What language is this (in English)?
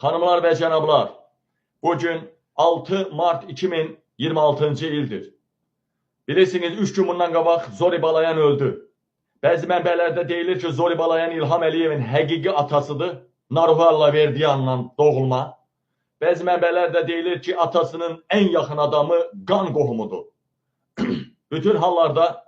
Azerbaijani